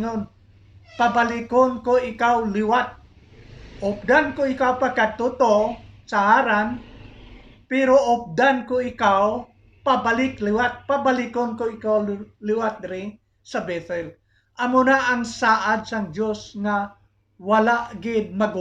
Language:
Hiligaynon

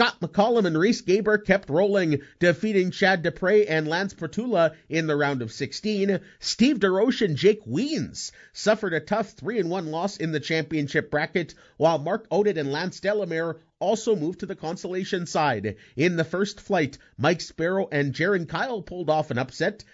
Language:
English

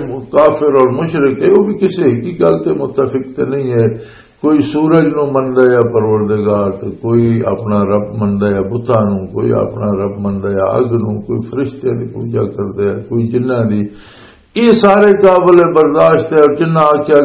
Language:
Western Panjabi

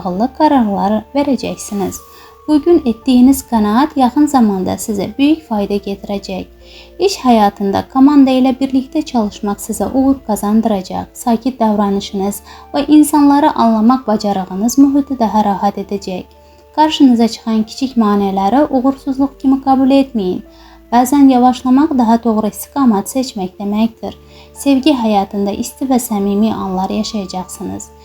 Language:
Azerbaijani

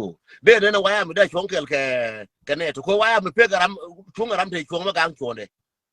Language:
Nuer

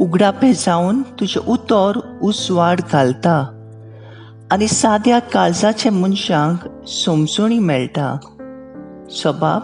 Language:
Konkani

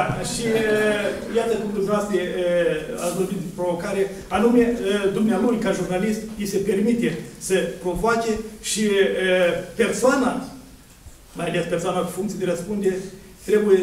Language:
Romanian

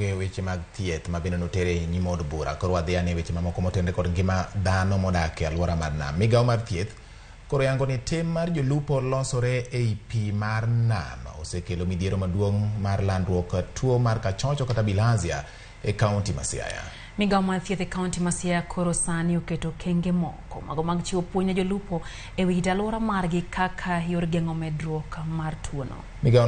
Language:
Luo (Kenya and Tanzania)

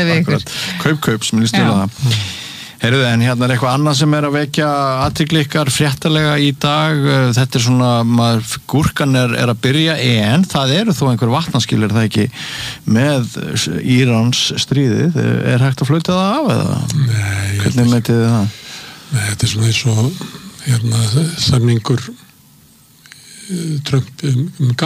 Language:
Icelandic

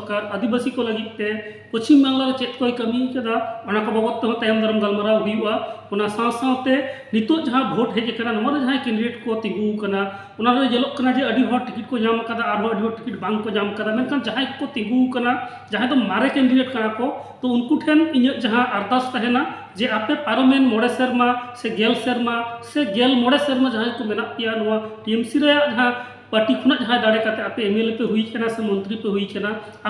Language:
Santali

